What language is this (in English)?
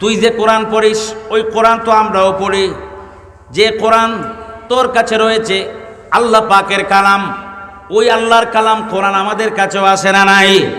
Sylheti